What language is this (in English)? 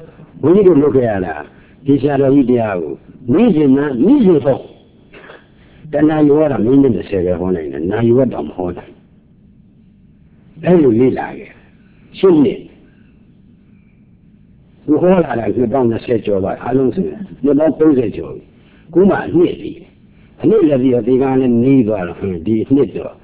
Burmese